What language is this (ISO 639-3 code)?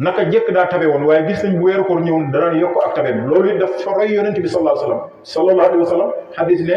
wol